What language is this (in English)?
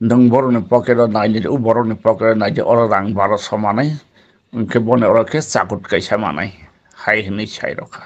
Kok Borok